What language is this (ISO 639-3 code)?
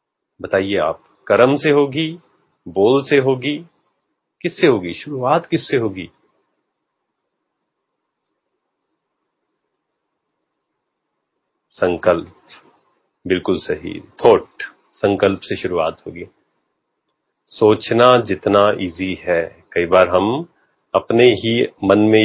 hin